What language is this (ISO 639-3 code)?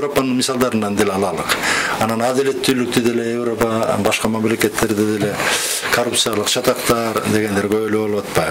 kir